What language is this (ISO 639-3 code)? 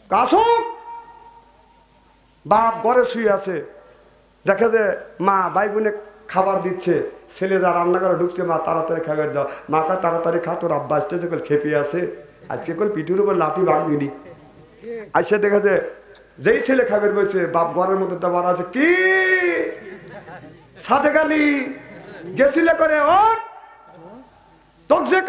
ben